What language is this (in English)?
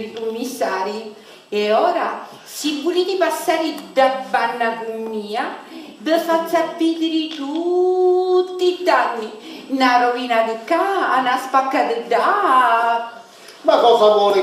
Sicilian